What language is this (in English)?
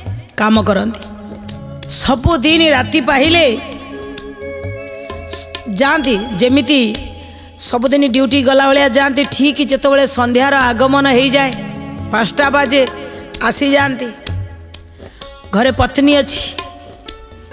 Odia